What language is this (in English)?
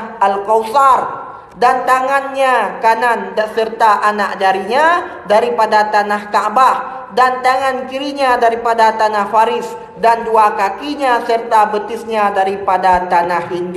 Achinese